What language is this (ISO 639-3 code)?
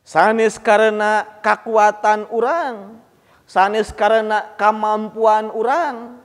sun